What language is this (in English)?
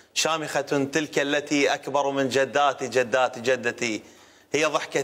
Mesopotamian Arabic